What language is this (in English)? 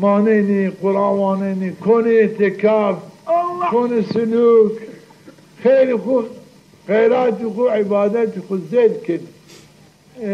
Zaza